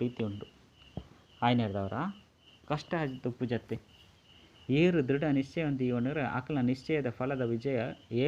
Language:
Tulu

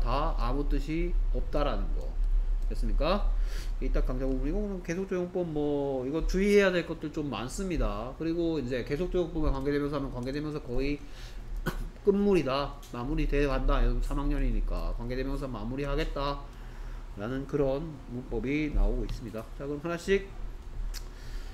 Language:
Korean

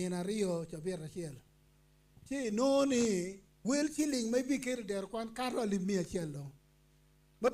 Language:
Acoli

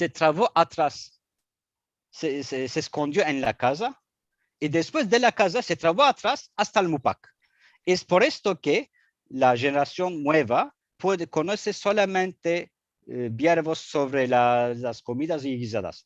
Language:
Ladino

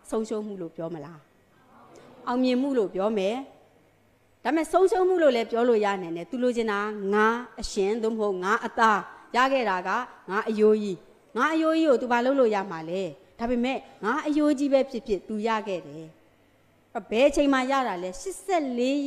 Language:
Burmese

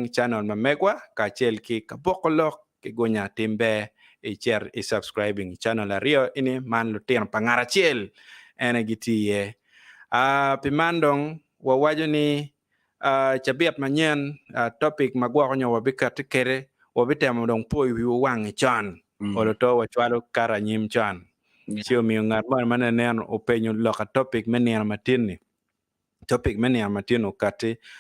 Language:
Acoli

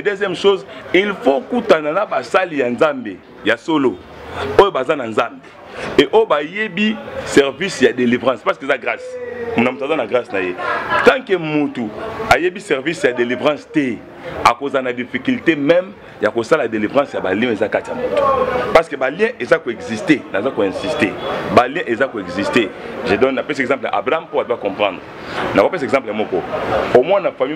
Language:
Lingala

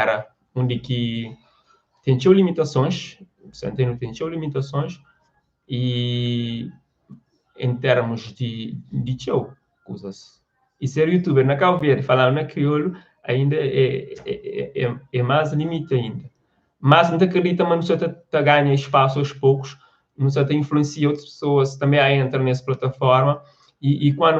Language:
Kabuverdianu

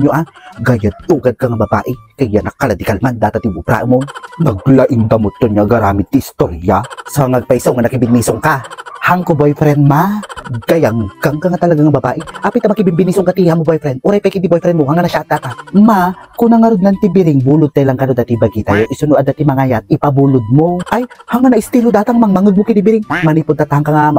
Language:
Iloko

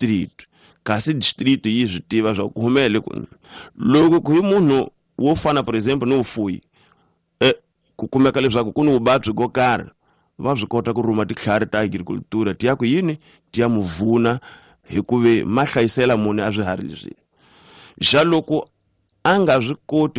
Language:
Tsonga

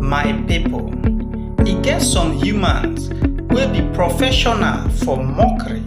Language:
Nigerian Pidgin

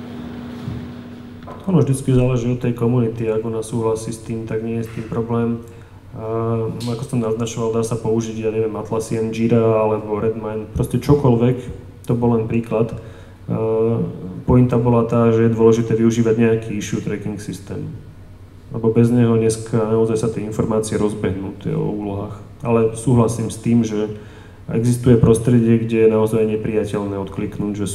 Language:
Slovak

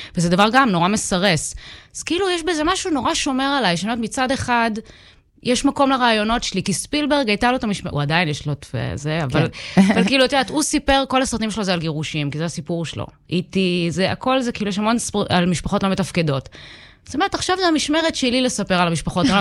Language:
Hebrew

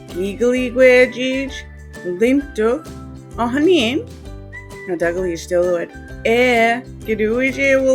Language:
Mi'kmaw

